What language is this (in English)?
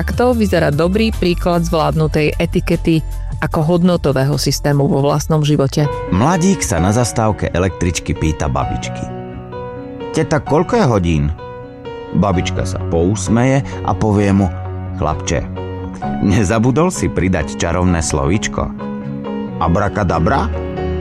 Slovak